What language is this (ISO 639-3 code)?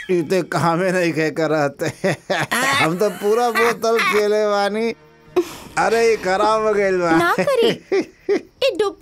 bho